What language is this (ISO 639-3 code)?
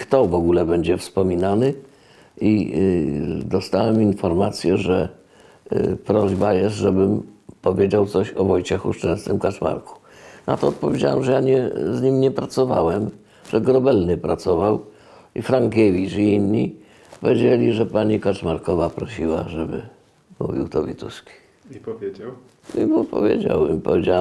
pol